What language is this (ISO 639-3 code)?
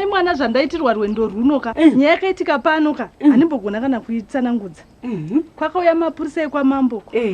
sna